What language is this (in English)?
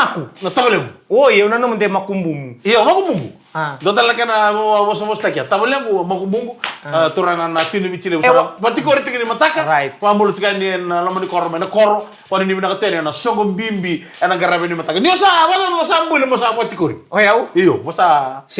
Fijian